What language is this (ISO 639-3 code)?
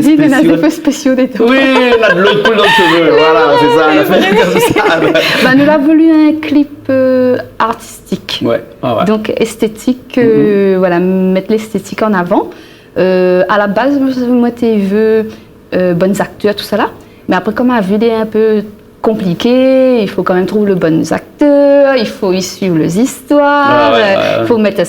rcf